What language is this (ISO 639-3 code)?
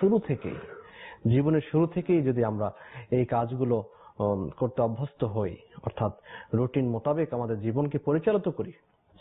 ben